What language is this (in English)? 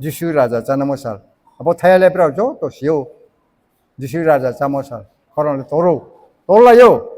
Riang (India)